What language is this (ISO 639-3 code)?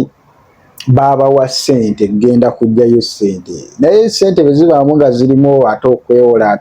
lug